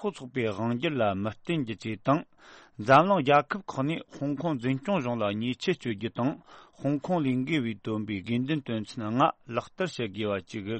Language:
Tibetan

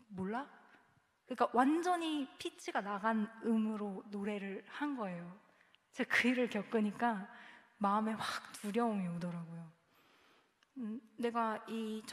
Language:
Korean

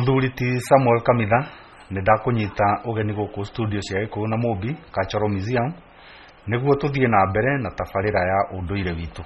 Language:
Kikuyu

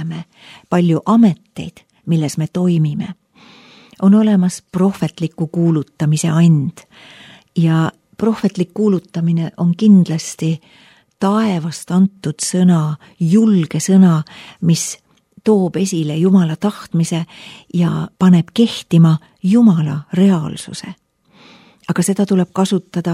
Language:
Estonian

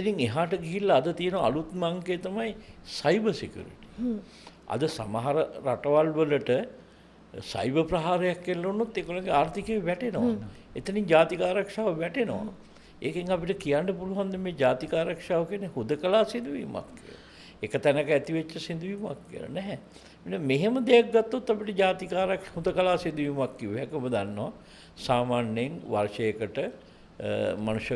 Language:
Sinhala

